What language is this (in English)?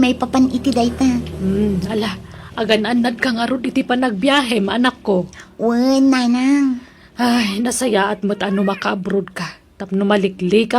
Iloko